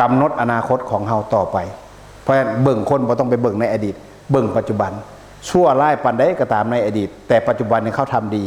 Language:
Northeastern Thai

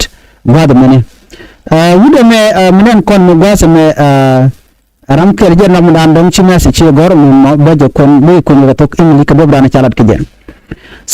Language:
Nuer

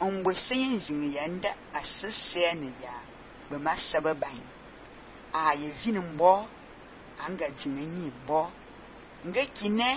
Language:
Fang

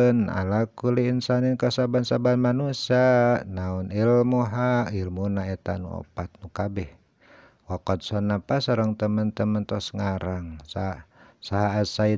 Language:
Sundanese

